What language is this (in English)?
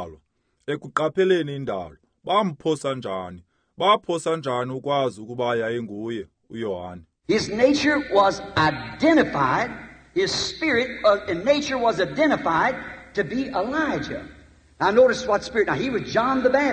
Xhosa